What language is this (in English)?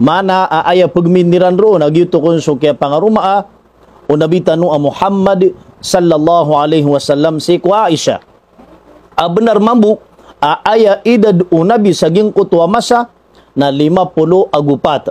Maranao